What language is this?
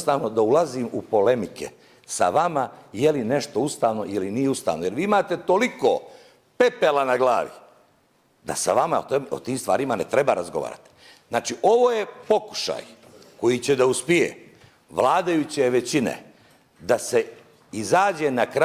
Bosnian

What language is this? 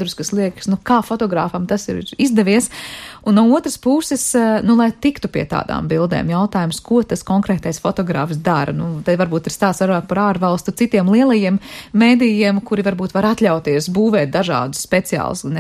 Latvian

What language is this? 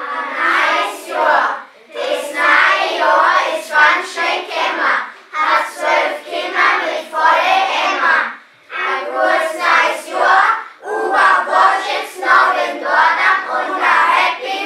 Bavarian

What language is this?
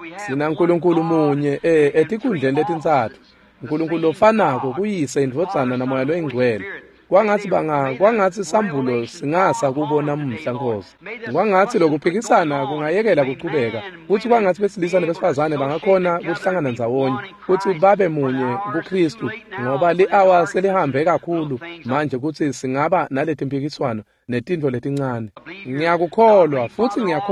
Swati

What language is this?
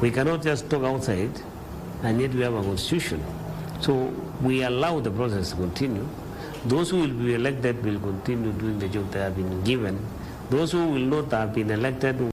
Gusii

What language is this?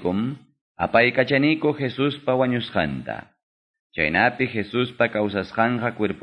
Quechua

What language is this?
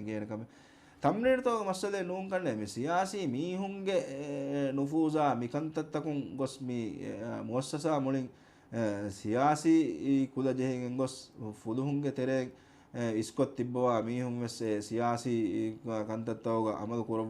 Divehi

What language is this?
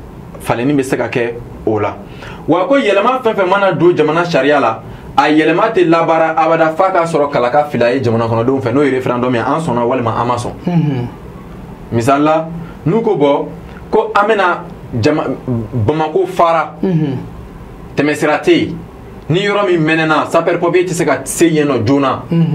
Bambara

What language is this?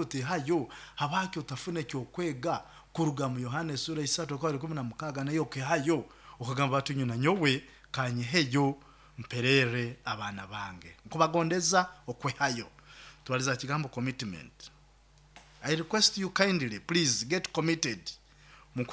Nyoro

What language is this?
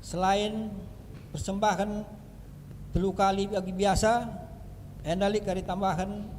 Batak Karo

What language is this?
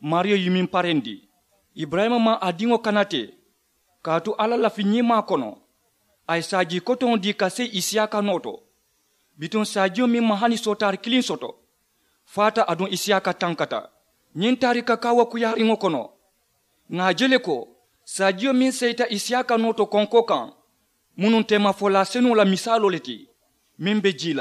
Mandingo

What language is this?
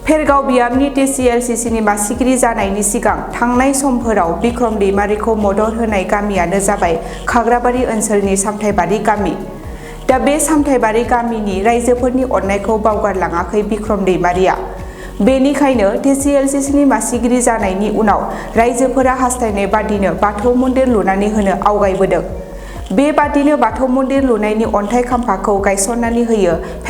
Bodo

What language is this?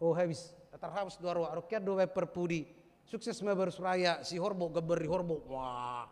Batak Toba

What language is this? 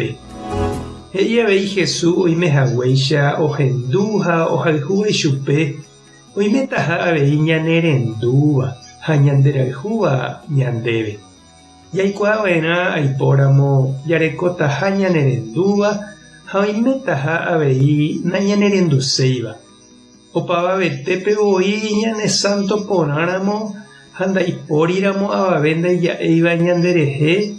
Guarani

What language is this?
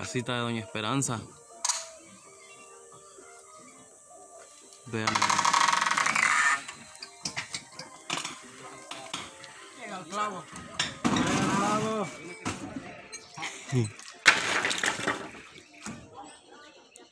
Spanish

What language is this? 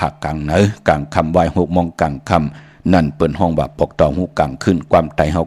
Shan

